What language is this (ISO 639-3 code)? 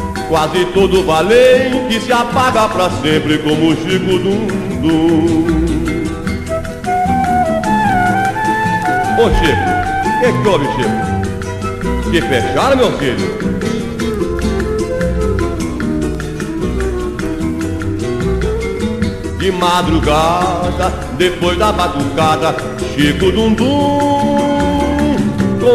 por